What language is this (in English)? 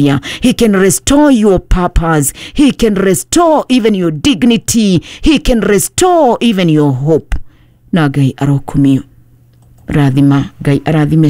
Kikuyu